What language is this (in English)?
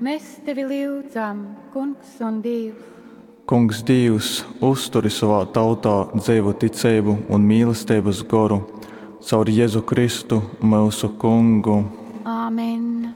Latgalian